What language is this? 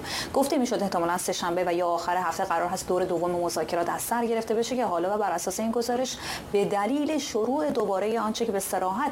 Persian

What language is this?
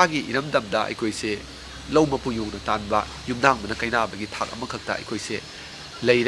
Manipuri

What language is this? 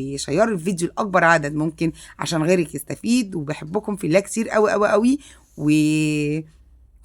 Egyptian Arabic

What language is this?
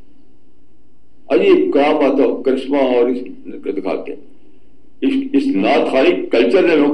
Urdu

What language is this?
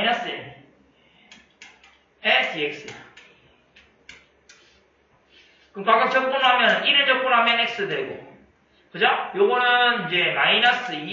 Korean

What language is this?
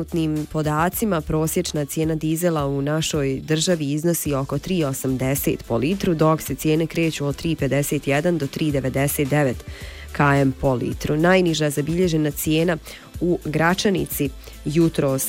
Bosnian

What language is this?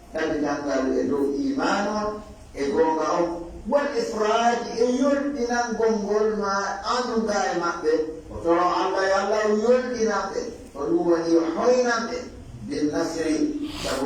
Pular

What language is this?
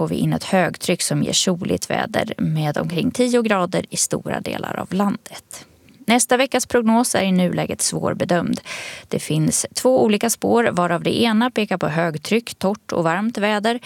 Swedish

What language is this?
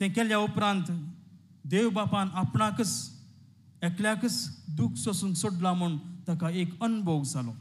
Konkani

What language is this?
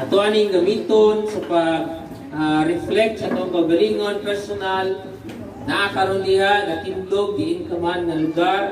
Cebuano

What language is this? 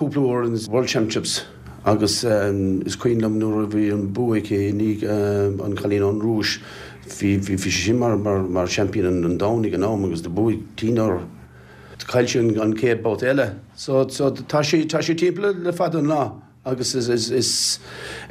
Irish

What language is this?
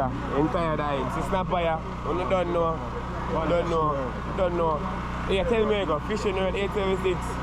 Jamaican Creole English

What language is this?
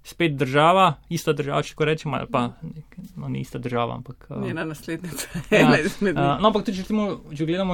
Slovenian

